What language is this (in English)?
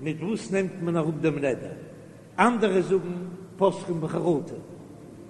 Yiddish